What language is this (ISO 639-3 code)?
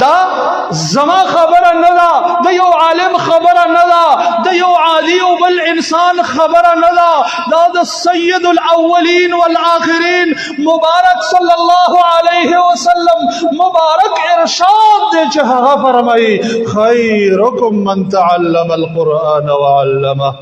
pus